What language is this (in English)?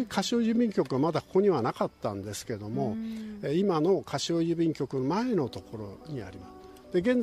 Japanese